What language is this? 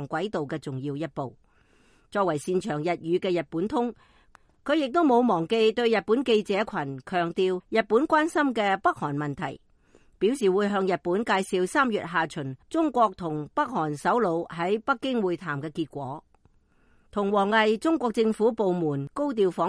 Cantonese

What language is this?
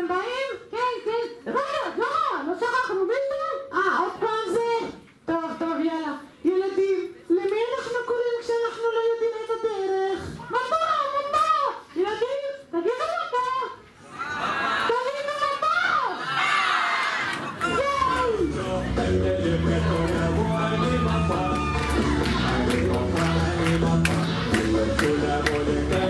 Hebrew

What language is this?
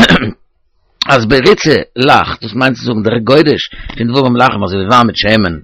Yiddish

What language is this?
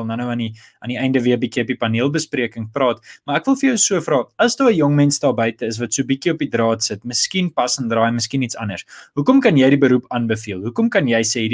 Afrikaans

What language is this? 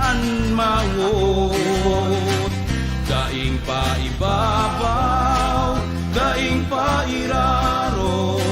Bikol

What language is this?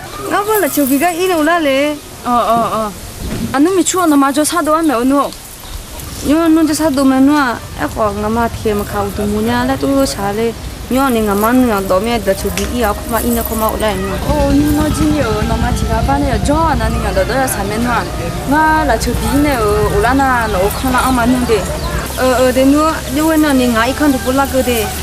Akha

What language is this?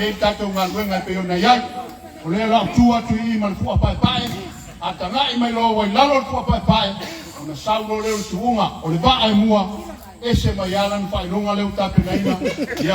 Samoan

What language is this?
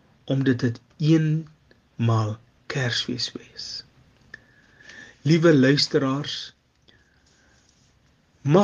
Afrikaans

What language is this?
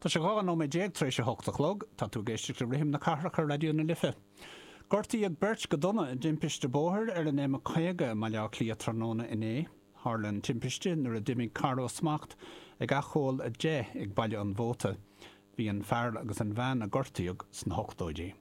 Irish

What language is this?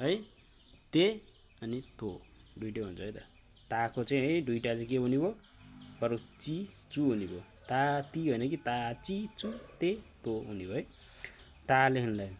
Nepali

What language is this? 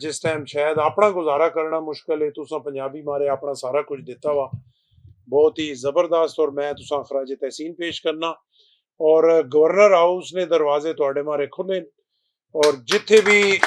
Western Panjabi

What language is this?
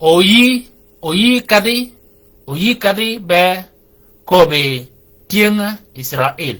Shilluk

